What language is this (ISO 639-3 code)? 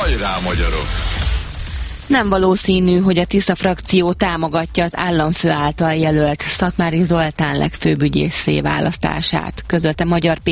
hun